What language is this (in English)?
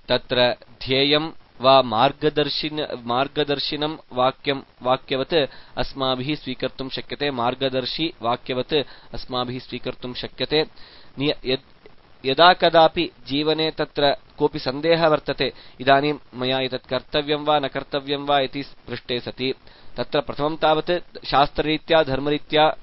Sanskrit